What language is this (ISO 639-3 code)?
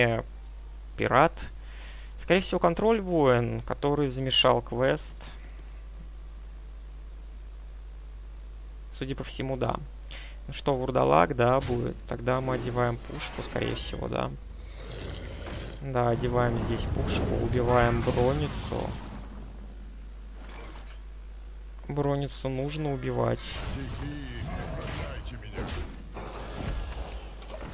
rus